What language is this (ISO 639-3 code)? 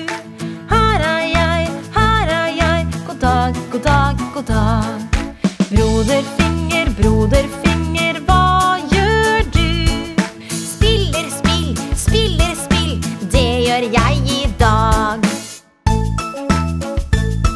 nor